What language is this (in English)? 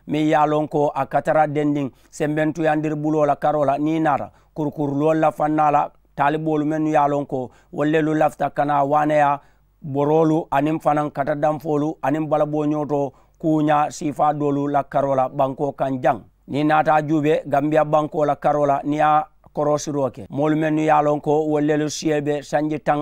Mandingo